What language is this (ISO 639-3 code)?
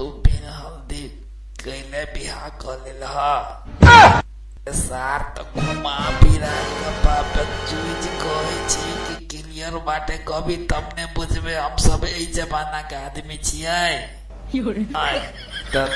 mai